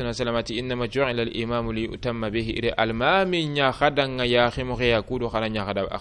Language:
Soninke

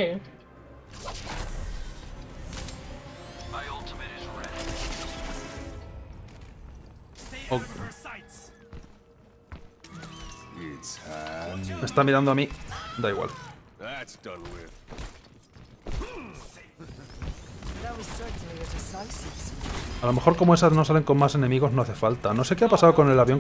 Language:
Spanish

